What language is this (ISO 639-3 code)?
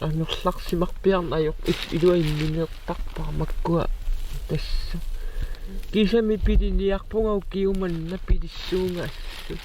kal